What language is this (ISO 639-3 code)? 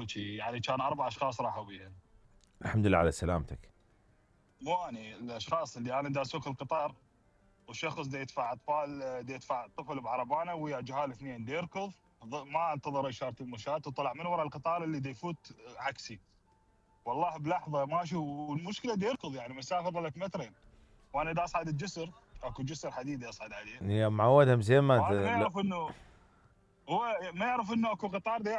acm